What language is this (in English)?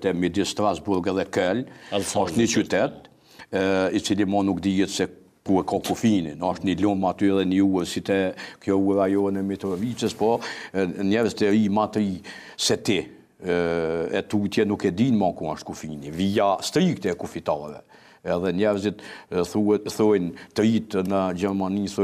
Albanian